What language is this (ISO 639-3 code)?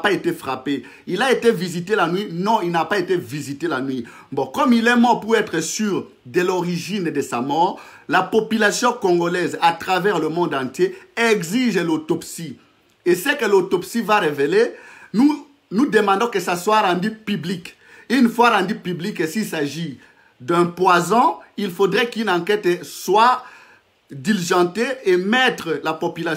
fra